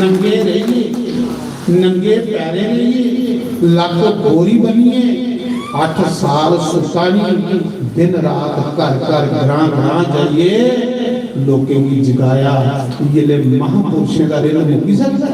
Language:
Dogri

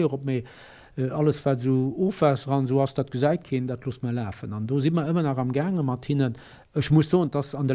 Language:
Luxembourgish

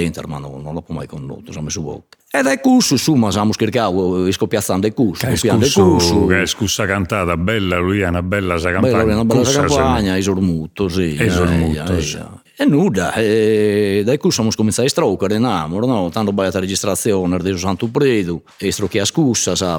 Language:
Sardinian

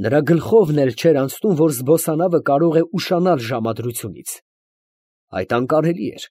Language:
Armenian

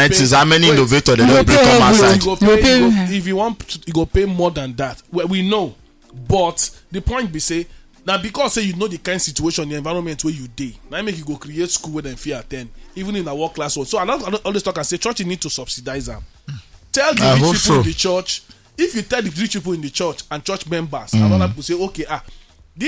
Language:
Nigerian Pidgin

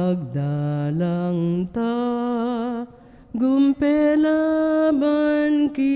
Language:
Pampanga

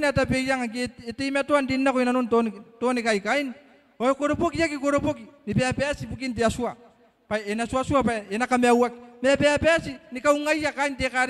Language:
Gilbertese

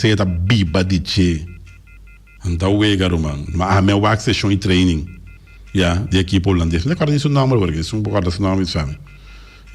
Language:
Papiamento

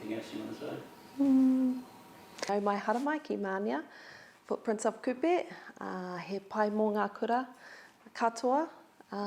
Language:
Māori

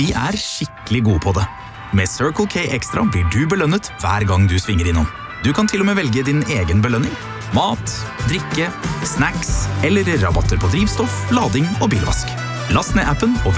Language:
Norwegian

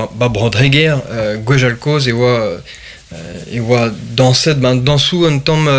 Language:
Breton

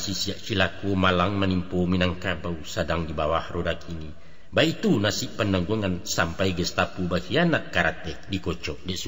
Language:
Minangkabau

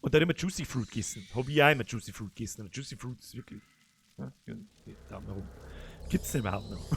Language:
Bavarian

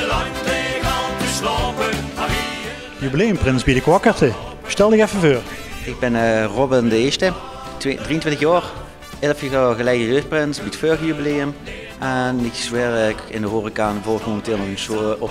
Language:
Limburgish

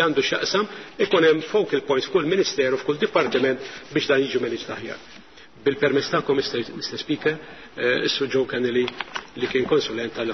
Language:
Maltese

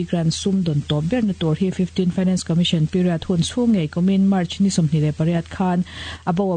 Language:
Mizo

